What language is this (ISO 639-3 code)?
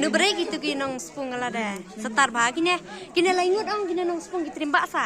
kha